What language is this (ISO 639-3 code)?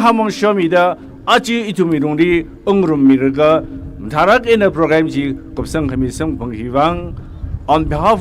nmf